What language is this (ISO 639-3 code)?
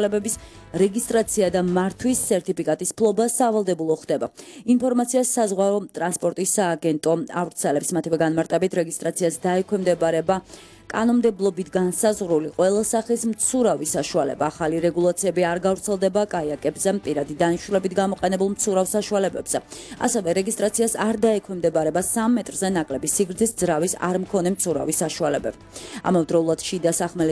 kat